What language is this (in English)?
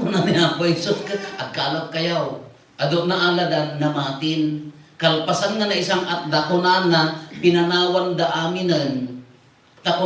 Iloko